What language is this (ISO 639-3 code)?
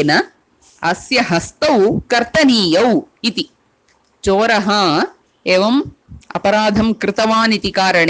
san